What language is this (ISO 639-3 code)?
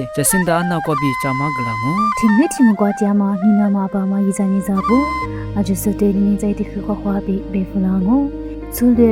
lis